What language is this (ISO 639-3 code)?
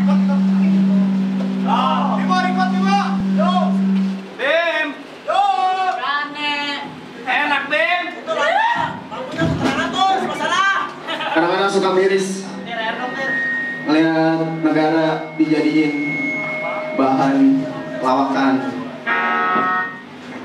ind